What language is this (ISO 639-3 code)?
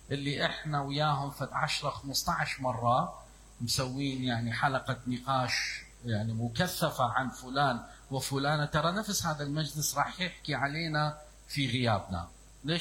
acm